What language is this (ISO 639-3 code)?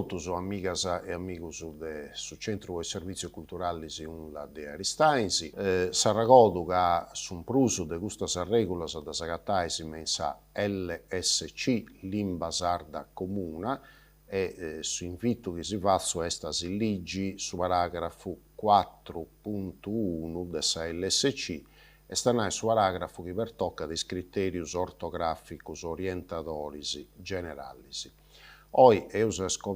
srd